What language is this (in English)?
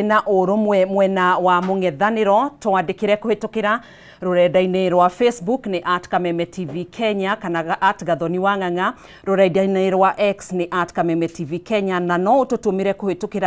Kikuyu